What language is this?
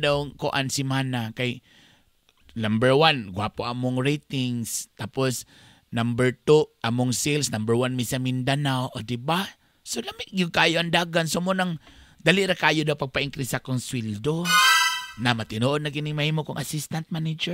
Cebuano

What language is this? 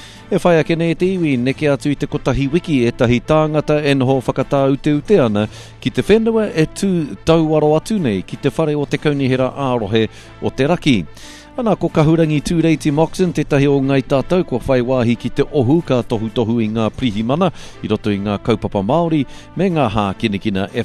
Māori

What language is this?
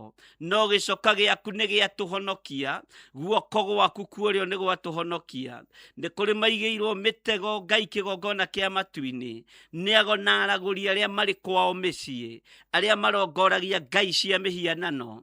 Kikuyu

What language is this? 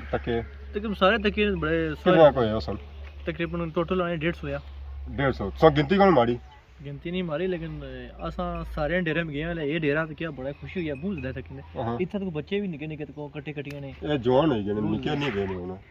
Pahari-Potwari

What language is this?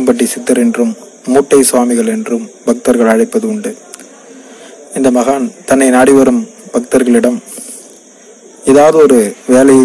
Tamil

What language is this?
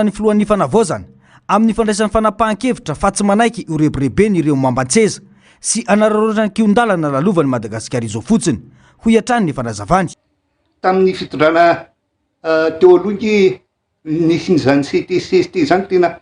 Malagasy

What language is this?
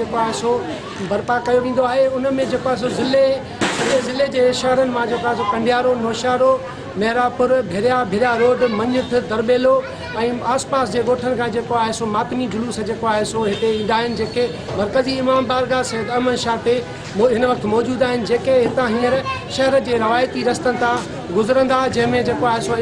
Sindhi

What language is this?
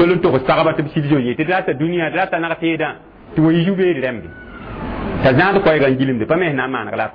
Mossi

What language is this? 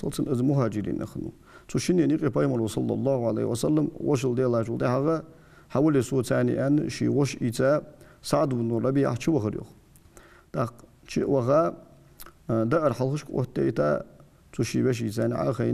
Ingush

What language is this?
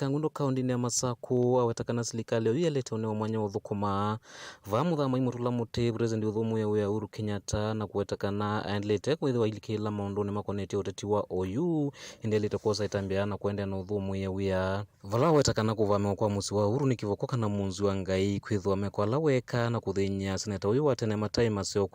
Kamba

